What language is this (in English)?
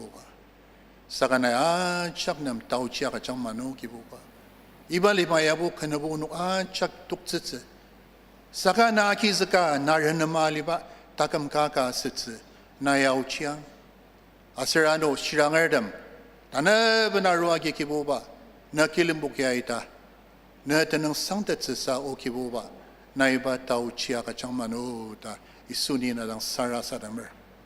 Ao Naga